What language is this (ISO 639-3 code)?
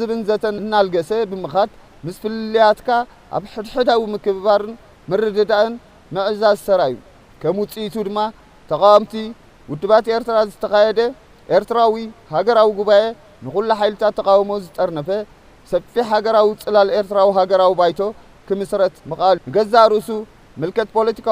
tir